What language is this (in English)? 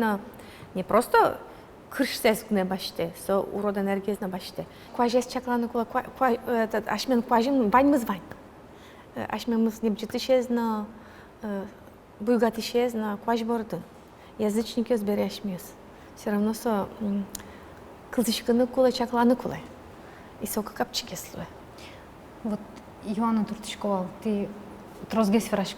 Udmurt